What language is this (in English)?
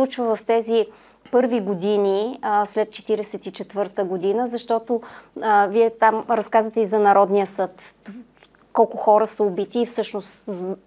Bulgarian